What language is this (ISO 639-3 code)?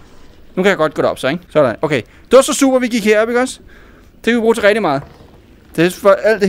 dan